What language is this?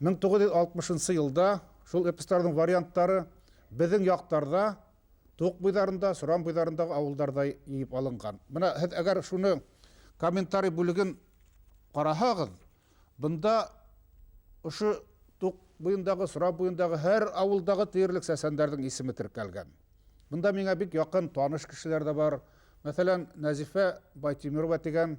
Bashkir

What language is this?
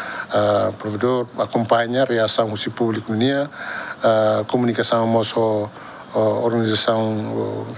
Tetum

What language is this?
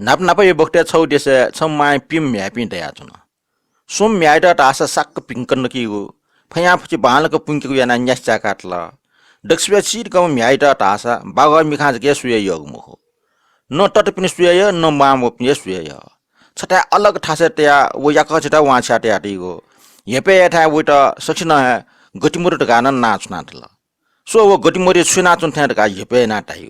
Newari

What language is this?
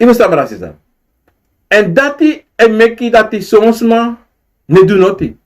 Sranan Tongo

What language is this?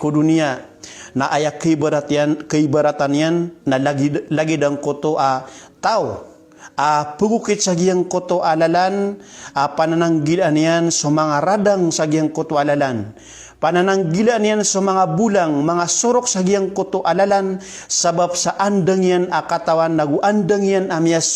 Maranao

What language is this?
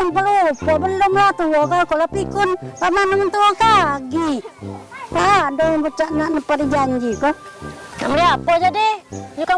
Musi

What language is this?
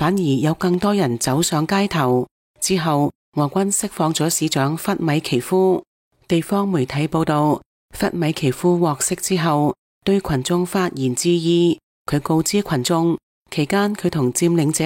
Cantonese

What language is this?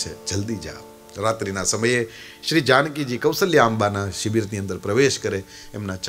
Gujarati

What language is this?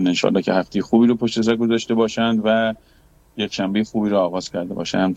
Persian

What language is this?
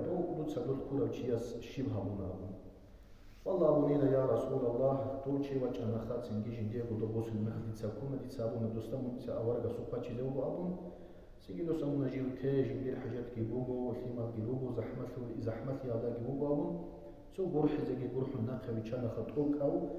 Avaric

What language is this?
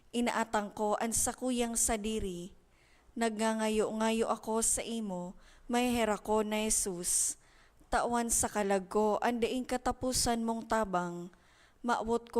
Bikol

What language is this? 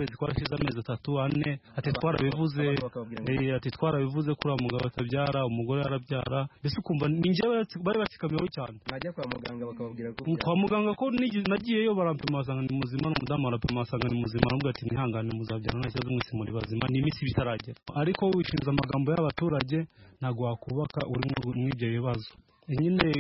Kinyarwanda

